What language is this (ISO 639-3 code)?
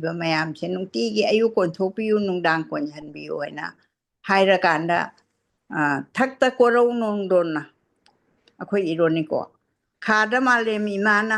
mni